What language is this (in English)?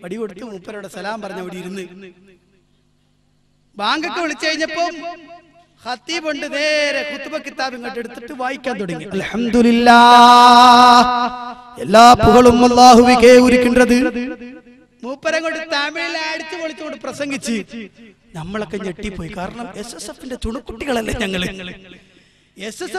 Malayalam